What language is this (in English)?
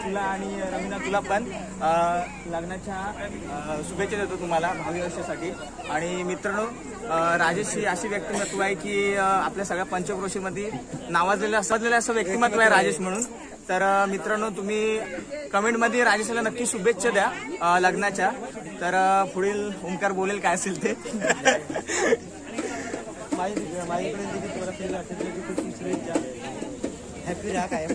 Marathi